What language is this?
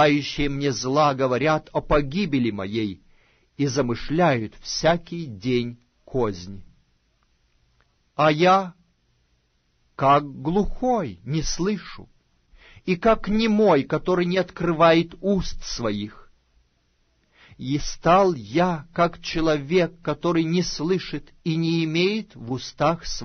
Russian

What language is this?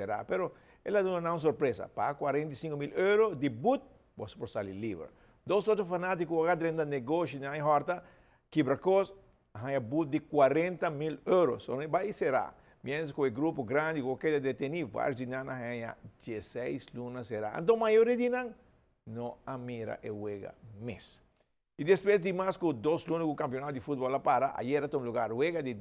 Papiamento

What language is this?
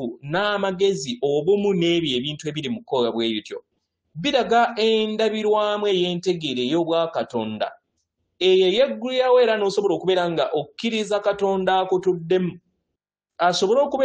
Ganda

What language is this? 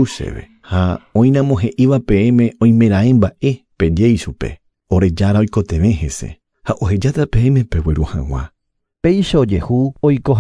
Guarani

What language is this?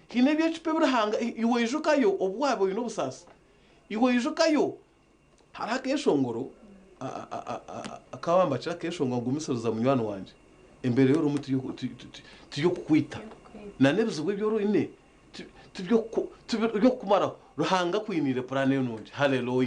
Nyankole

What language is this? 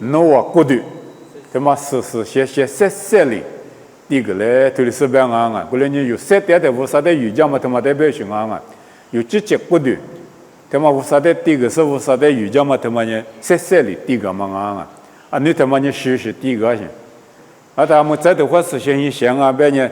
Lisu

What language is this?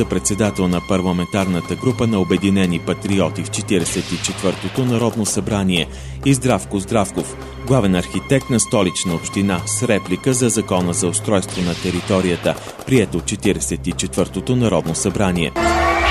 Bulgarian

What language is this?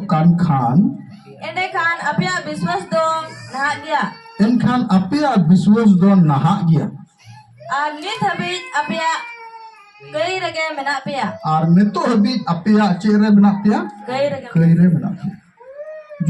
Santali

